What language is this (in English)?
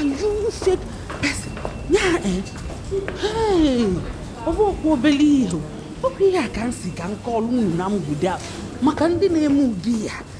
Igbo